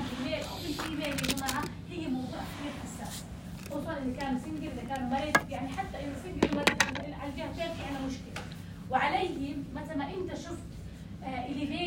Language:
North Levantine Arabic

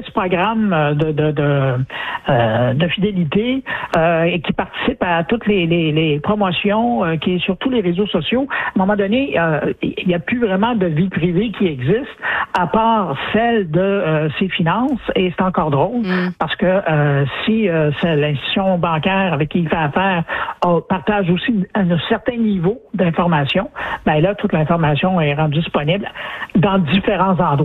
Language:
French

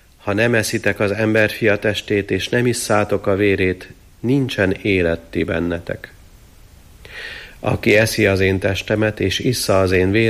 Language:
Hungarian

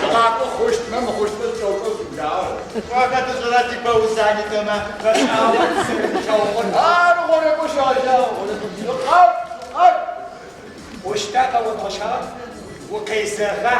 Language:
Adyghe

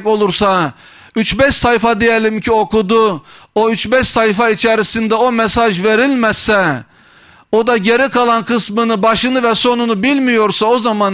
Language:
Turkish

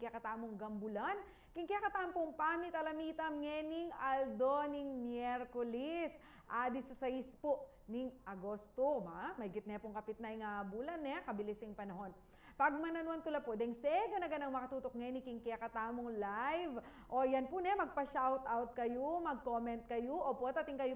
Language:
Pampanga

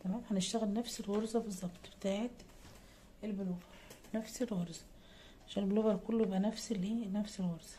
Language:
Egyptian Arabic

